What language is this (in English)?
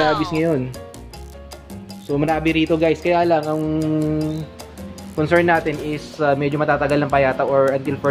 Filipino